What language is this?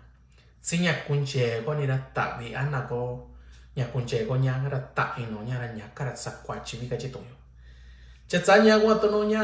Mixtepec Mixtec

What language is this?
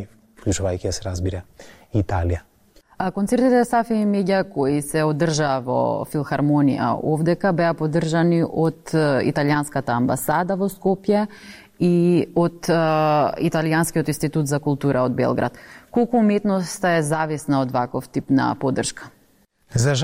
Macedonian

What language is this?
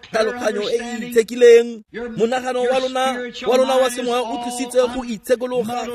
Tswana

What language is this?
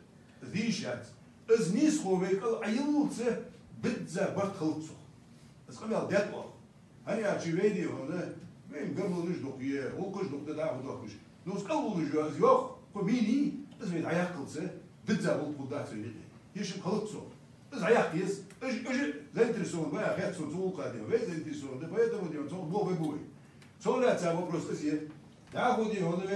Ingush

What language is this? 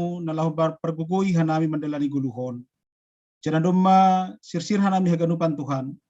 Batak Simalungun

